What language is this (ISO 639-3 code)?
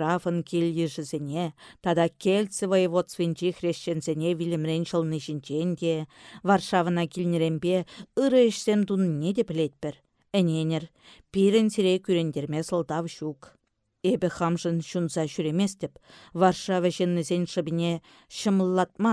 chv